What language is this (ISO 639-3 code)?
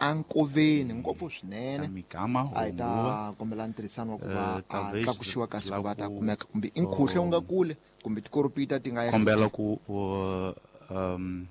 tso